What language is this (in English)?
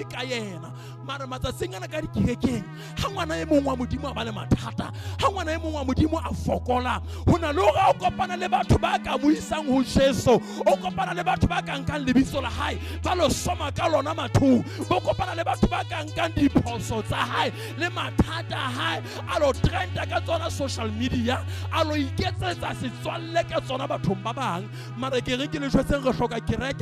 Southern Sotho